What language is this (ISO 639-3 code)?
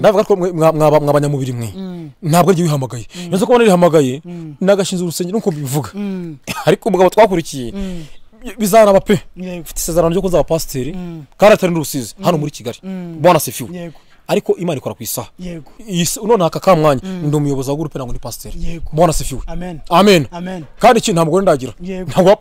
kin